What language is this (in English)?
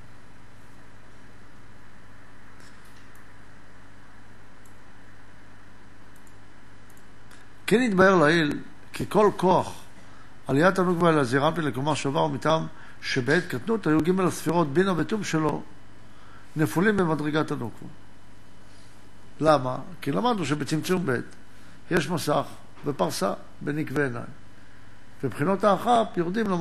Hebrew